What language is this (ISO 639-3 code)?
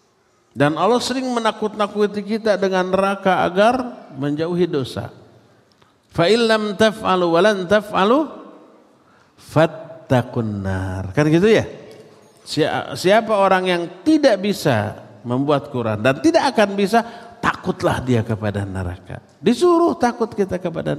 ind